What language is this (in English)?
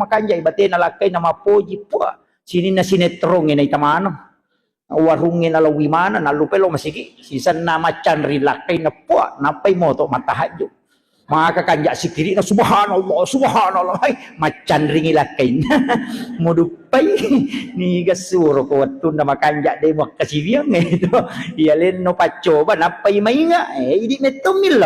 Buginese